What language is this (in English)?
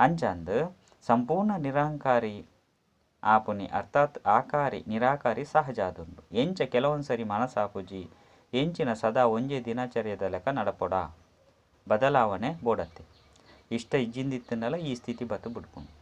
Tulu